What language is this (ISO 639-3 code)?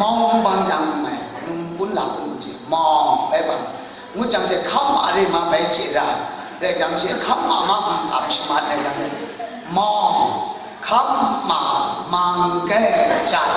kac